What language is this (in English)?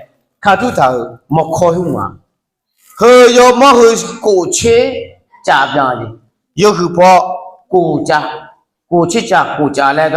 Akha